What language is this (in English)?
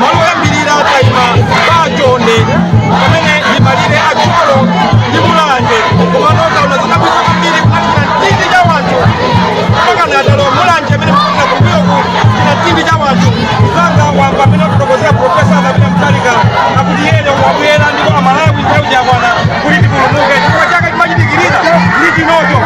Nyanja